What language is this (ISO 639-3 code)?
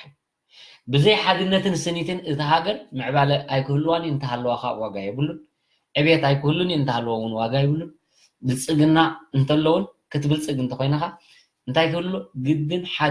tir